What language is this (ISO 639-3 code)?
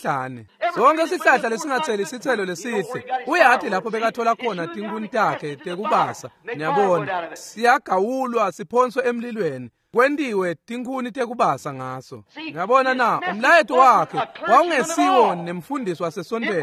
ssw